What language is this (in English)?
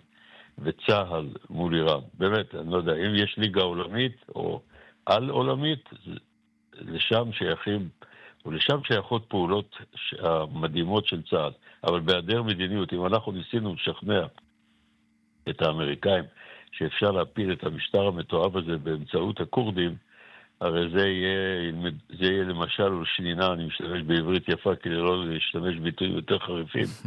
Hebrew